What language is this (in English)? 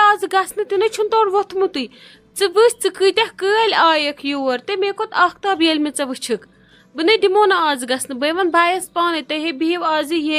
Kashmiri